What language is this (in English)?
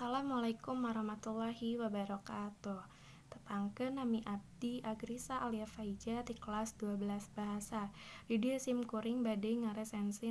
Sundanese